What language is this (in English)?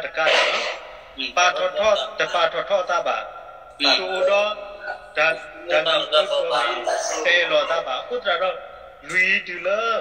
S'gaw Karen